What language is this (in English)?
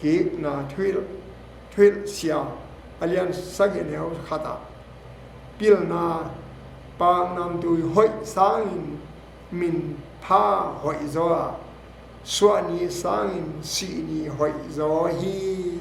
Tedim Chin